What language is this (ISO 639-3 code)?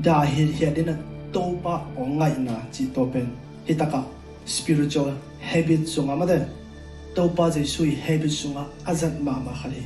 ctd